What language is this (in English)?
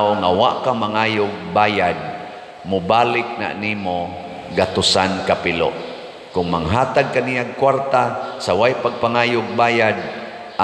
Cebuano